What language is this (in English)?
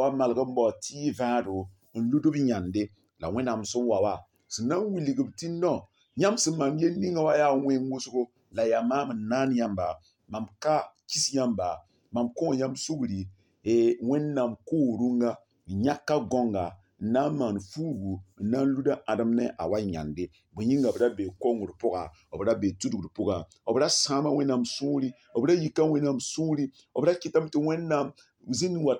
Mossi